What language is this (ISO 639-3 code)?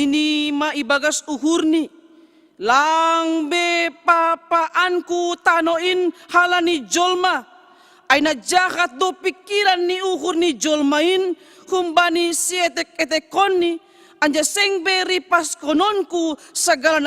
bts